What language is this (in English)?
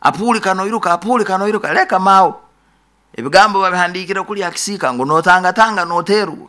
Nyoro